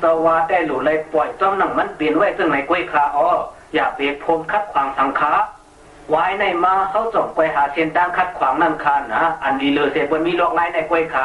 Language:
Shan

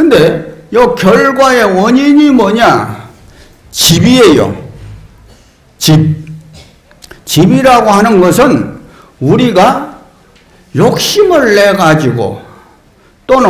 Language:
Korean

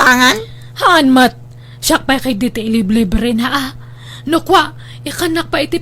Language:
Iloko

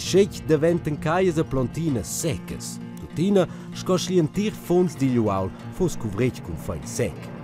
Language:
Romansh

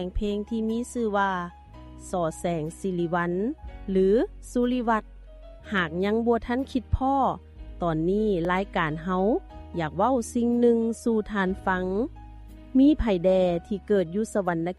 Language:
Lao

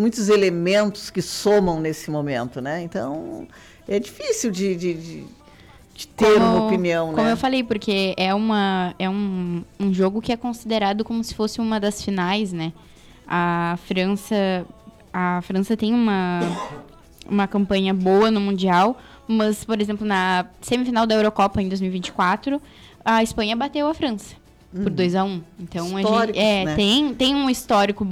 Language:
Portuguese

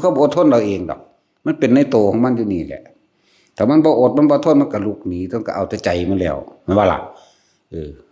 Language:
Northeastern Thai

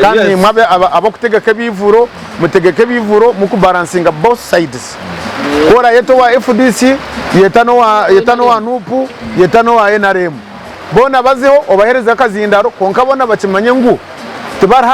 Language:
Nyankole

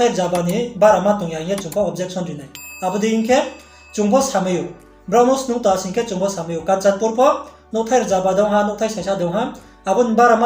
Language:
Riang (India)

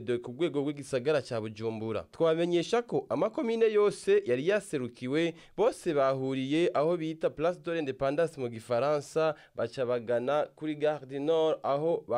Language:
Rundi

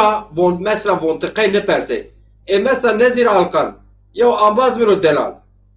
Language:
Zaza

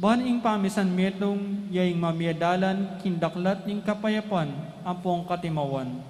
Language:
Pampanga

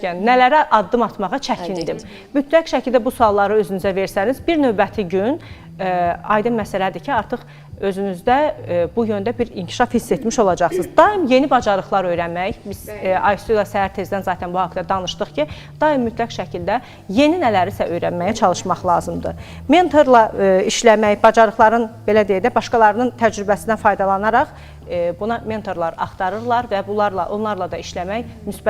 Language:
Azerbaijani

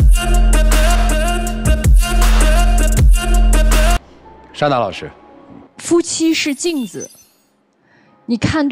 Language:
Chinese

